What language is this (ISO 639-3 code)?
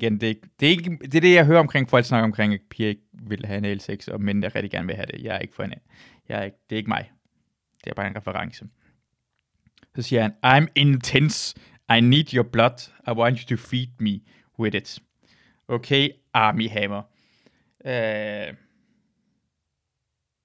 dan